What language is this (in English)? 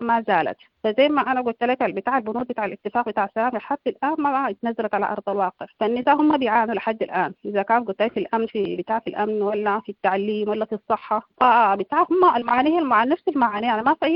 Sudanese Arabic